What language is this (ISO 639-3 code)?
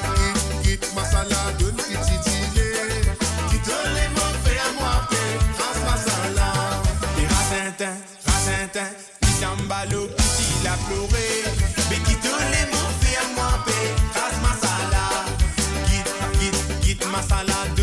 mfe